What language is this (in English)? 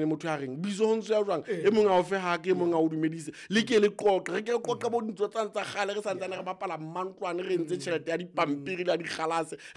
Southern Sotho